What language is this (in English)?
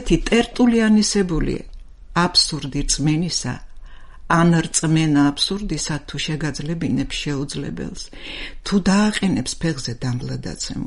Georgian